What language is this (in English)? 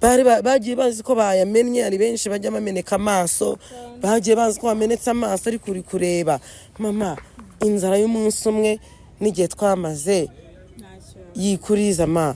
Kinyarwanda